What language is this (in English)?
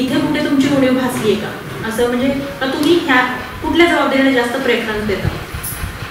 Marathi